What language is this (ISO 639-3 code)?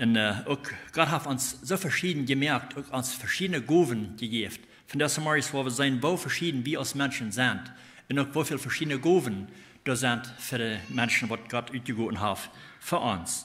pdt